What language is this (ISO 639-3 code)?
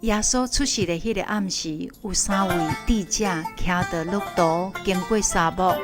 nan